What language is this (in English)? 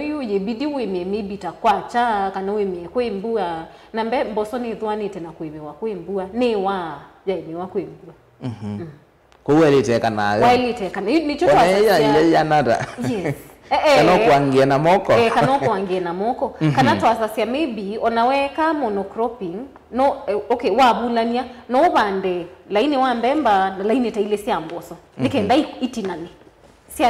Kamba